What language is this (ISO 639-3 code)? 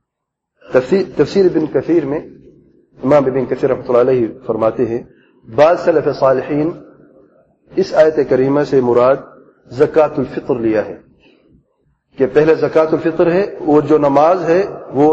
urd